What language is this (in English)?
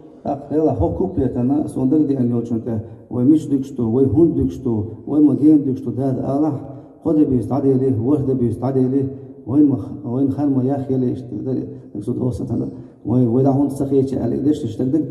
Chechen